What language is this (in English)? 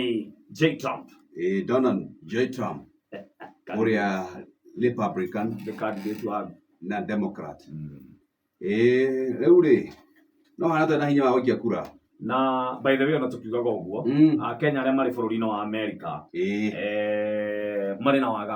Kikuyu